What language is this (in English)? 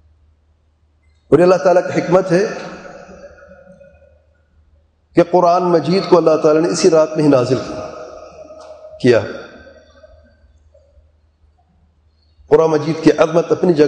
Urdu